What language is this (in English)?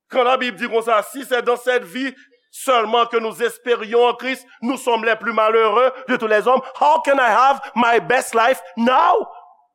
Haitian Creole